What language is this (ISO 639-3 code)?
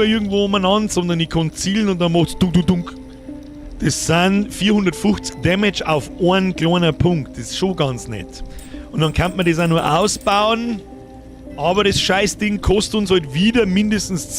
bar